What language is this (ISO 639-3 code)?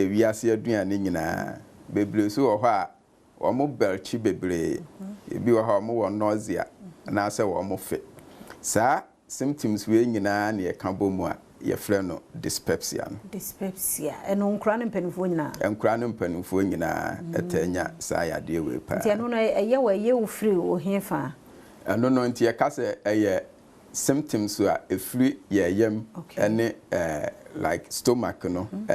aka